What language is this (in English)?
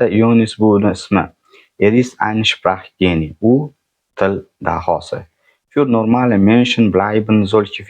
Uzbek